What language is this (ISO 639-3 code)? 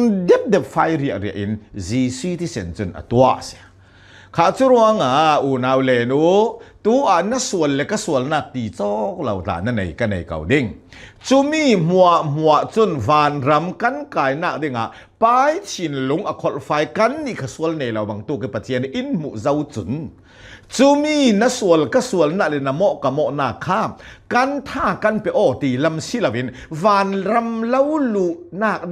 cnh